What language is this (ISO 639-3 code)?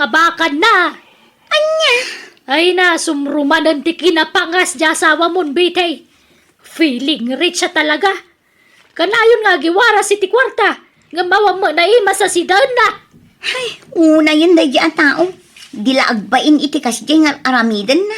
ilo